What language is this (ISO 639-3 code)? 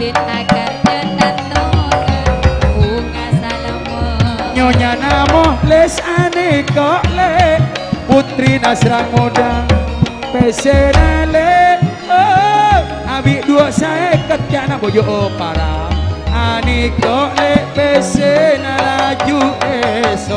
mad